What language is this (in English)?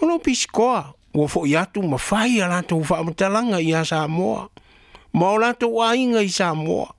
Samoan